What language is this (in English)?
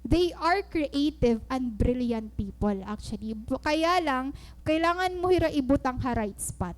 Waray